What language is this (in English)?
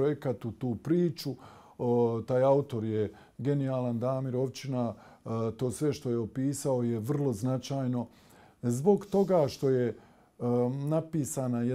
Bosnian